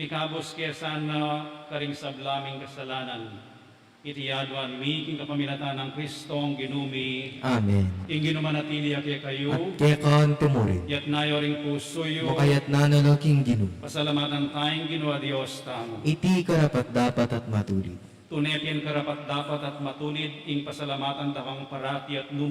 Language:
Pampanga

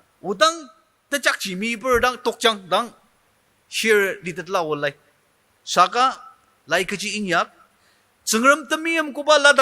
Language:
Ao Naga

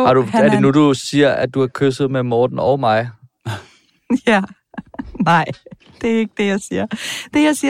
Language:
Danish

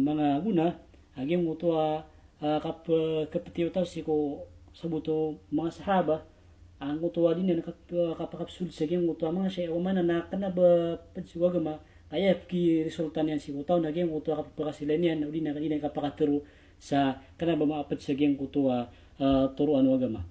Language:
Maranao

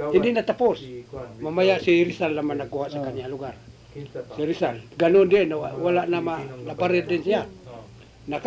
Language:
Filipino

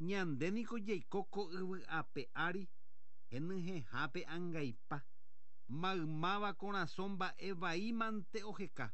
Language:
Guarani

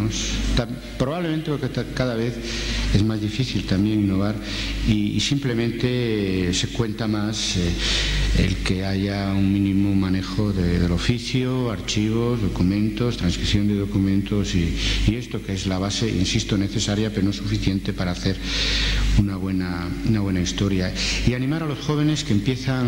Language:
Spanish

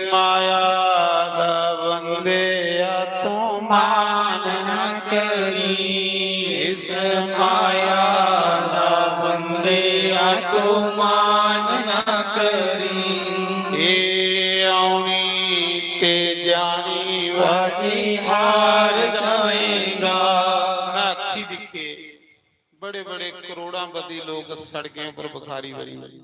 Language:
Dogri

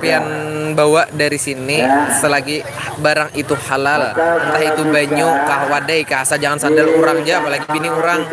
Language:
Banjar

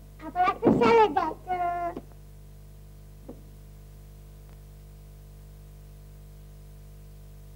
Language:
Marathi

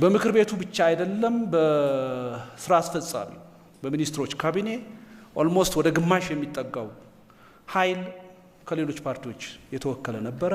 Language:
Amharic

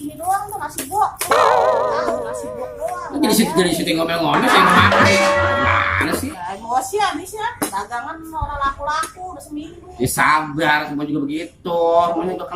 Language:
Betawi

